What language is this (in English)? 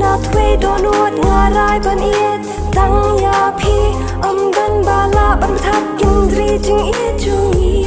Khasi